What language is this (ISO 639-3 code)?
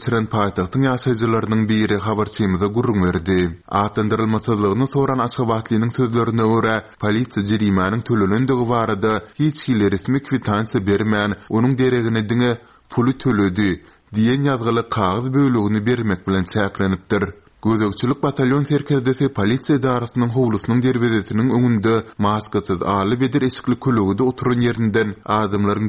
tuk